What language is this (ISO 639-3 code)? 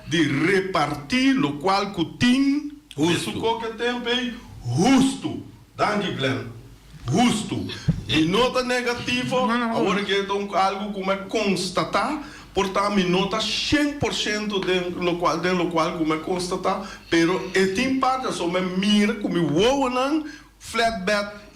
pap